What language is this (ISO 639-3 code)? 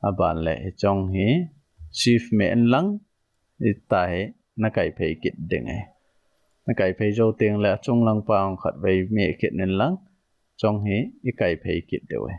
tcz